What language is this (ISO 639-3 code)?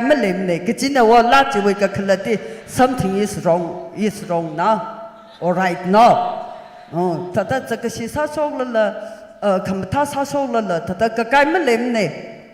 nmf